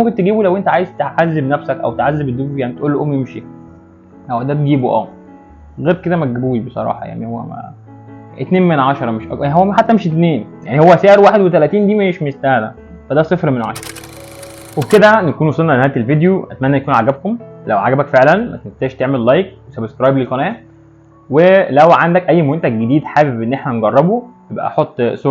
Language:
Egyptian Arabic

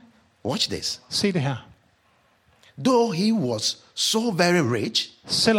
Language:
Danish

